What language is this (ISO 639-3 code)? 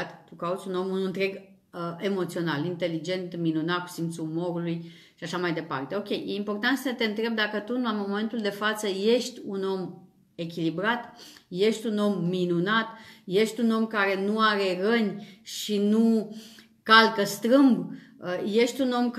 ron